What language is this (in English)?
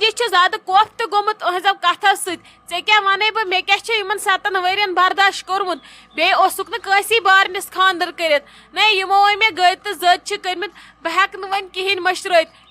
Kashmiri